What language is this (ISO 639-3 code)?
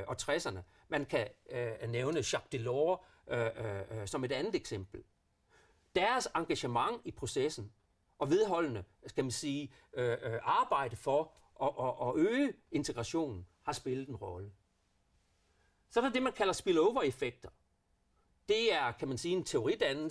dan